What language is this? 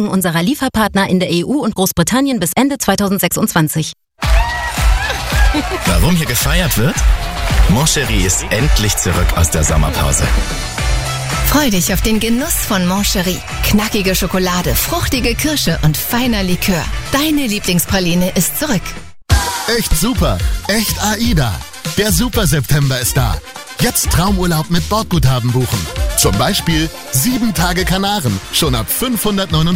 German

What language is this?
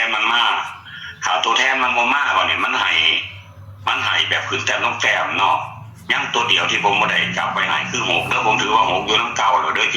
Northeastern Thai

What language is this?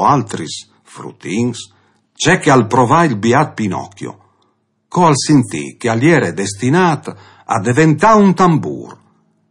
Friulian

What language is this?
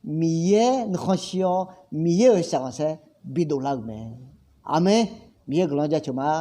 Akha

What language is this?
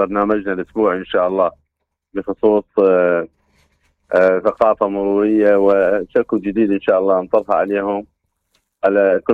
Mesopotamian Arabic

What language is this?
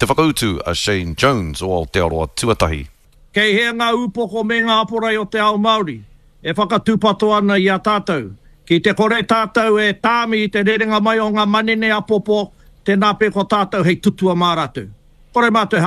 Māori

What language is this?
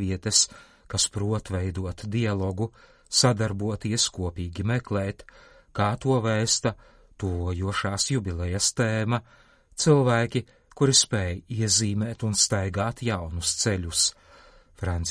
Latvian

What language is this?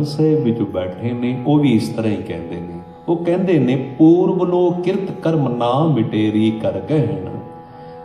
Punjabi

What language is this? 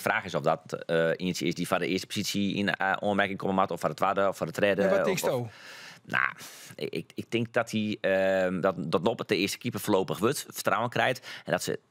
Western Frisian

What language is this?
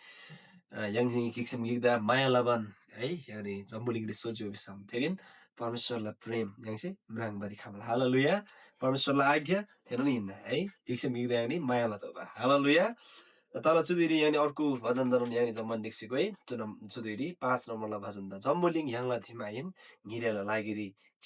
Eastern Tamang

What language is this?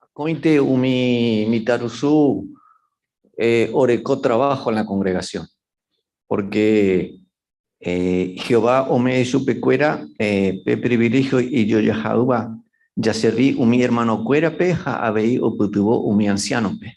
Guarani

